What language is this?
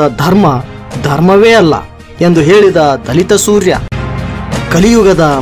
Kannada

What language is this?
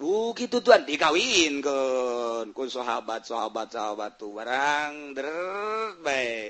Sundanese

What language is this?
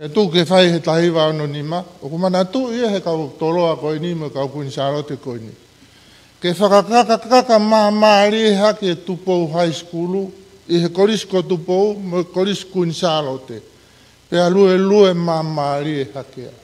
Tongan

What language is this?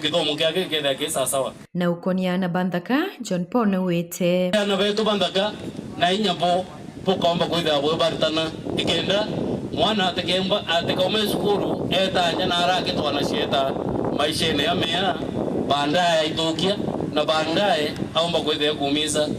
Meru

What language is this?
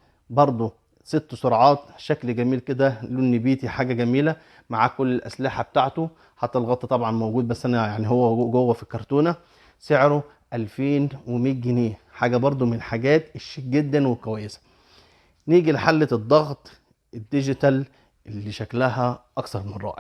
Egyptian Arabic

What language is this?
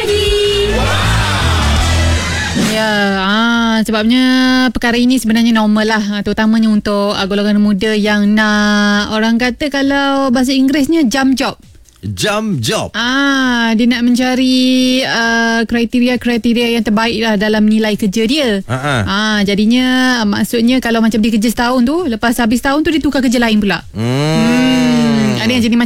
Malay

